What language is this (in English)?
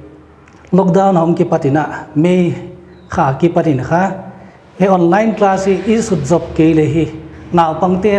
Paite Chin